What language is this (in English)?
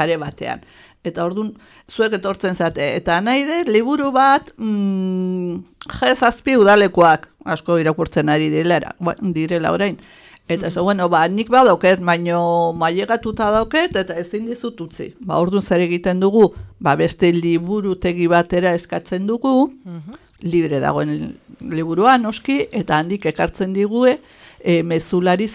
Basque